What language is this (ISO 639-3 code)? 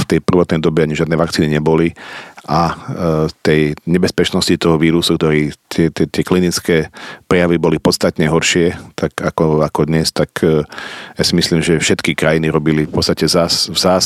slk